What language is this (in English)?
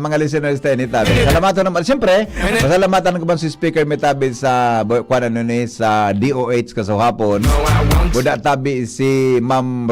Bikol